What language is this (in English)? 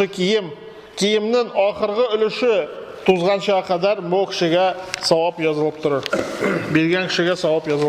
Tatar